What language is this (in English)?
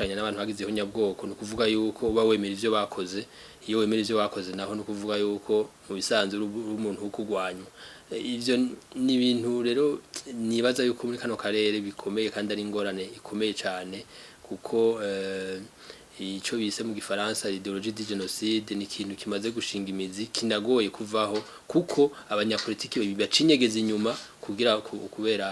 Rundi